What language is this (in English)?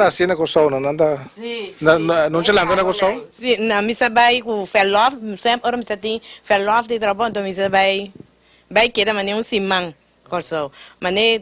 Papiamento